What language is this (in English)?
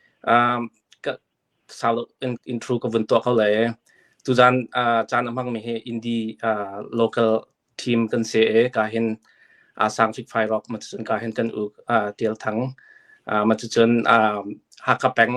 Hakha Chin